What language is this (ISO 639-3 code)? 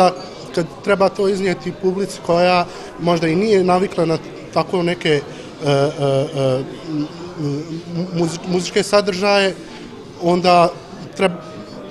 bos